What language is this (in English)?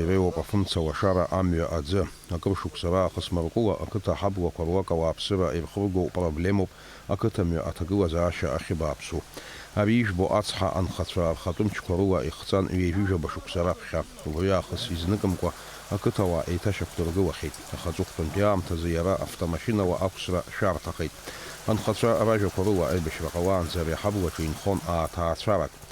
Abkhazian